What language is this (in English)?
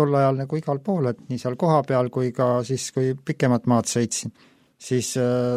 Estonian